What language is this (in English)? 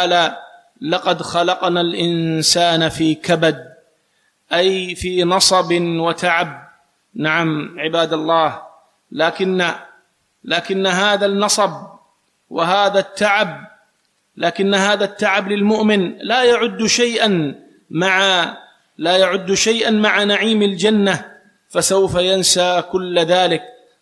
Arabic